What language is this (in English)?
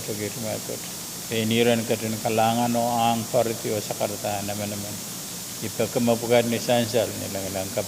Pohnpeian